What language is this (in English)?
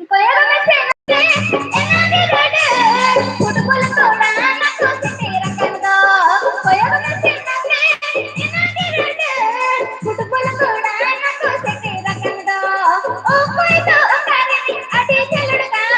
Santali